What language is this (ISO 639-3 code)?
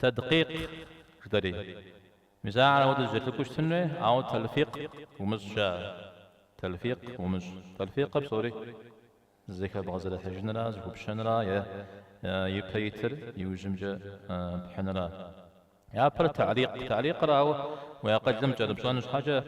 kbd